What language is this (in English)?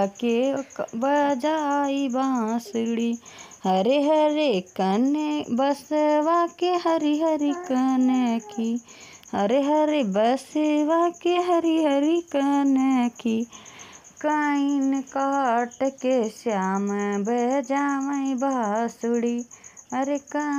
Bhojpuri